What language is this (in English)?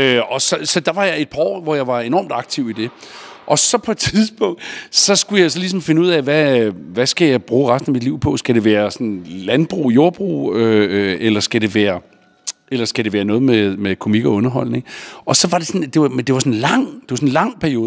Danish